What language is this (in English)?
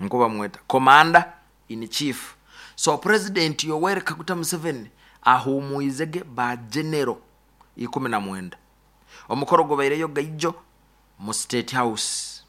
Nyoro